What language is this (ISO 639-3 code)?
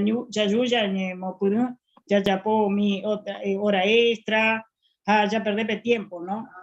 grn